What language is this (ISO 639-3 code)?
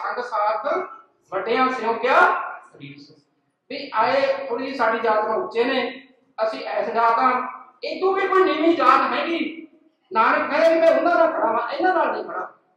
pan